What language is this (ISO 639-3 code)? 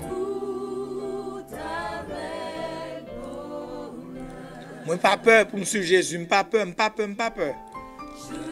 hat